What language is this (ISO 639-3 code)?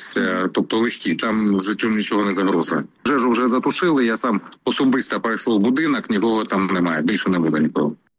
ukr